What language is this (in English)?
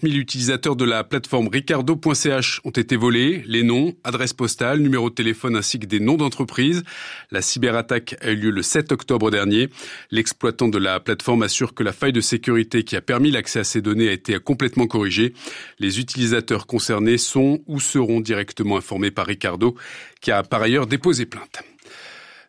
French